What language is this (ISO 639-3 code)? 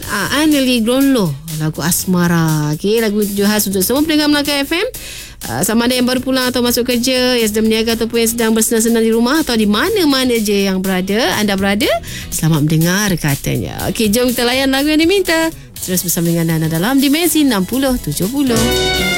msa